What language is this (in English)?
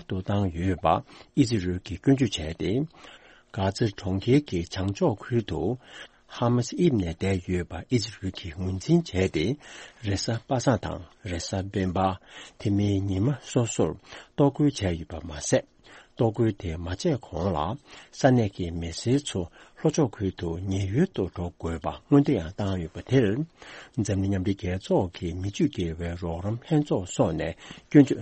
Tibetan